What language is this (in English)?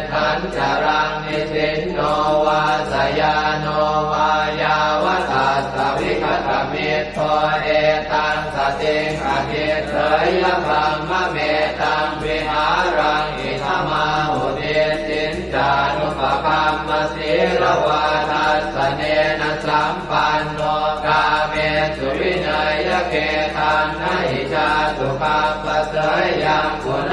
Pali